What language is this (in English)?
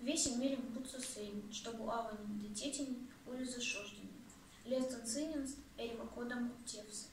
Erzya